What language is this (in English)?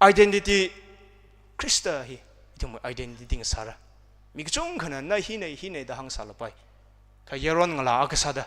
Tangkhul Naga (India)